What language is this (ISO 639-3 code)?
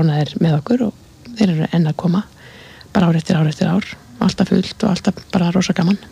isl